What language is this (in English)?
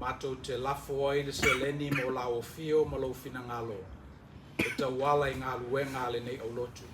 Samoan